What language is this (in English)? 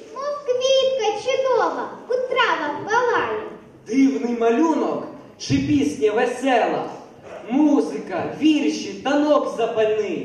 Ukrainian